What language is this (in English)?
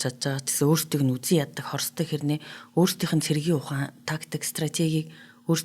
Mongolian